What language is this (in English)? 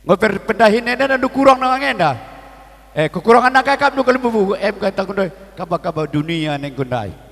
Batak Karo